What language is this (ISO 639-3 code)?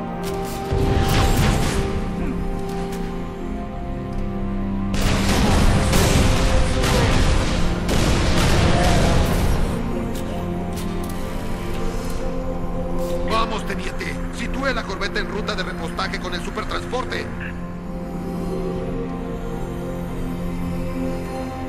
spa